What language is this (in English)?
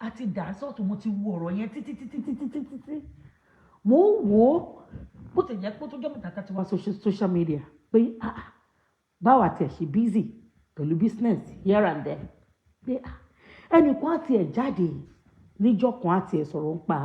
Yoruba